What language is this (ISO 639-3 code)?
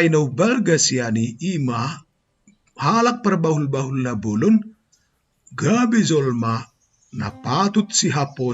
bbc